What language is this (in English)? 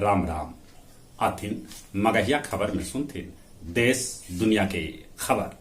Magahi